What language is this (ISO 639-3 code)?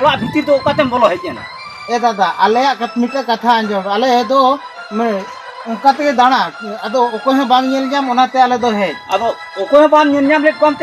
sat